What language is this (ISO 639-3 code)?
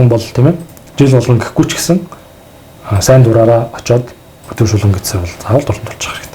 mon